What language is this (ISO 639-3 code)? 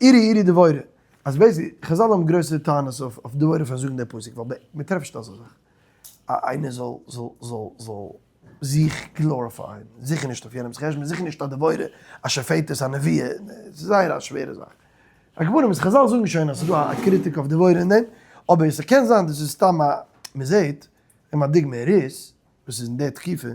yid